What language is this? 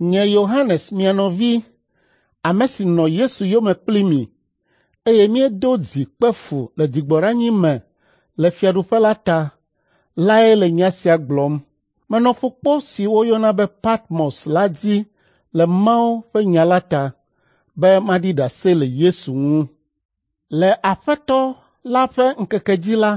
Ewe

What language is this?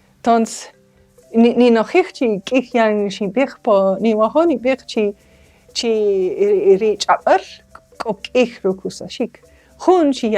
Kaqchikel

